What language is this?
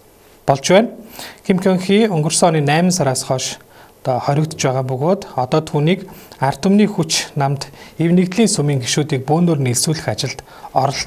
Mongolian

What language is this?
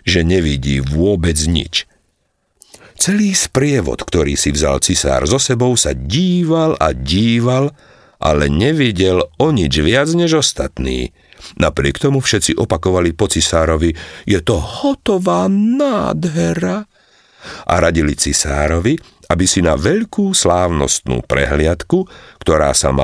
Slovak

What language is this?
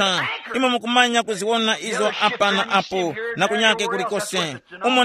Tumbuka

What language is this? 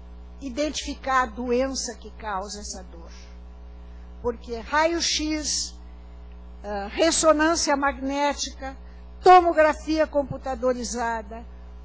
Portuguese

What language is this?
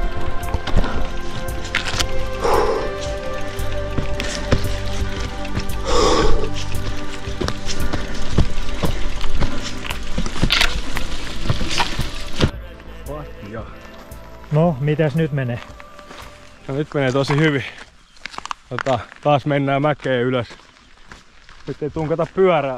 Finnish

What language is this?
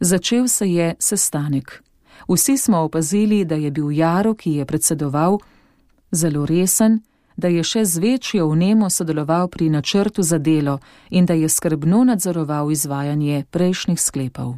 Slovenian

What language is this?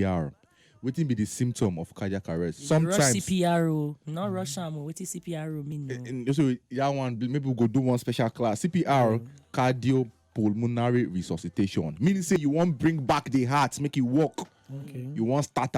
Nigerian Pidgin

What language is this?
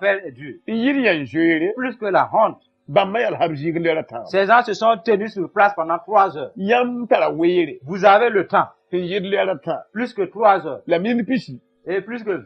Mossi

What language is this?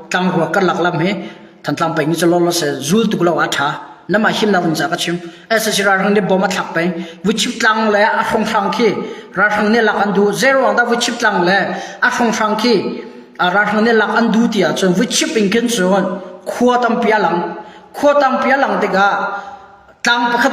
Hakha Chin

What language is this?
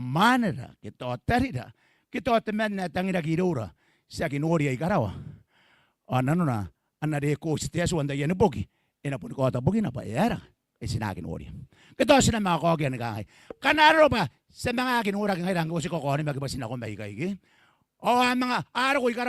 Gilbertese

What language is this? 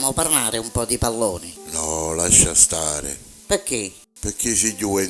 Neapolitan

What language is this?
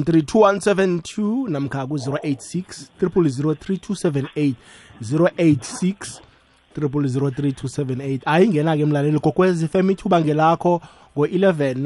South Ndebele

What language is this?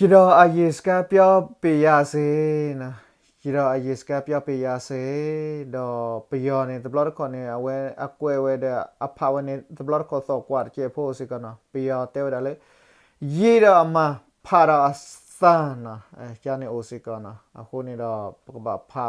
S'gaw Karen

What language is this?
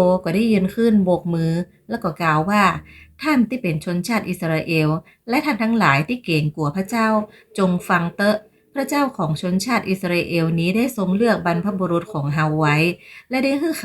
Northern Thai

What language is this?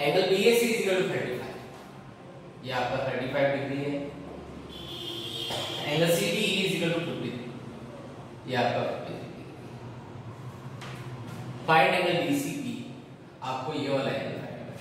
Hindi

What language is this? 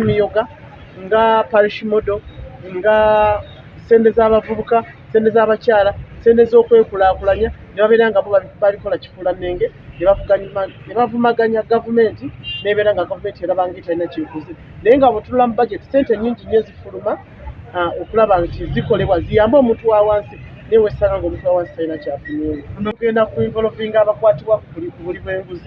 Ganda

